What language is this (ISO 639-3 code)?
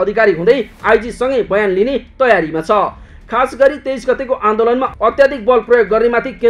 nep